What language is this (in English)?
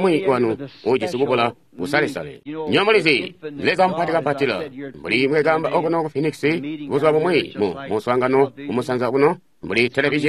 Tonga (Zambia)